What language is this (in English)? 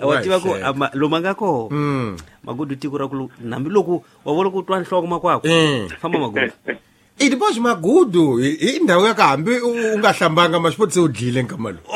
Tsonga